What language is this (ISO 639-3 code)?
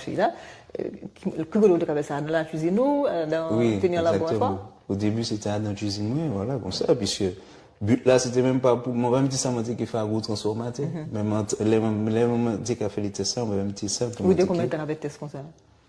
gcf